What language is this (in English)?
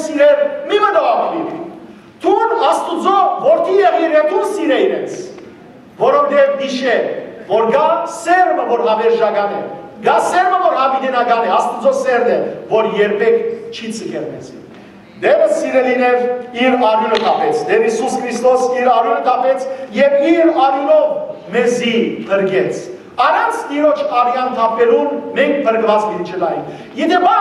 Western Armenian